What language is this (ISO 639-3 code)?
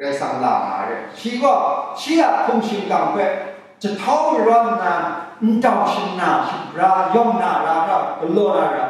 kac